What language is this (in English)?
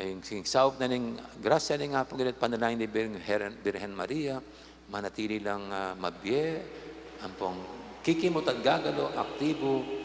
Pampanga